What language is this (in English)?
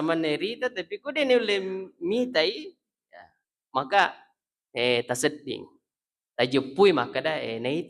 Buginese